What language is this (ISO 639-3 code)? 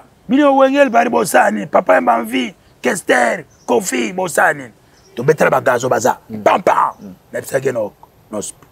lin